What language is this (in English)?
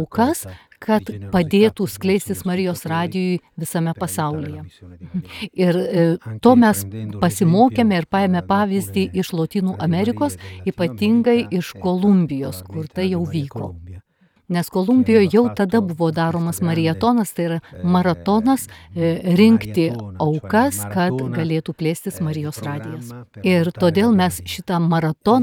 Lithuanian